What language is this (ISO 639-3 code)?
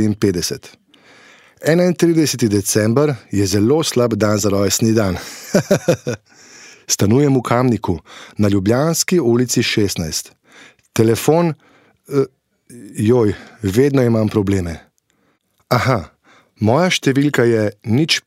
slv